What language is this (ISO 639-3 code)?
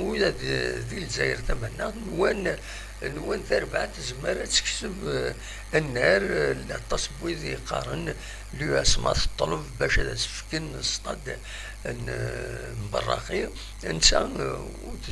kab